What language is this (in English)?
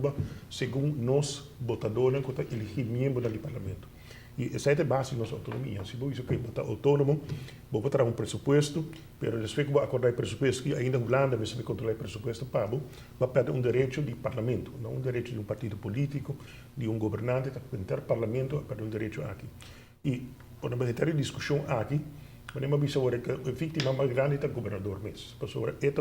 Papiamento